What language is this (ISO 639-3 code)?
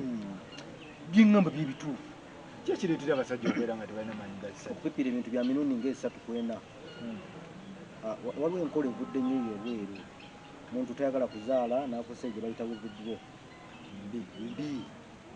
lug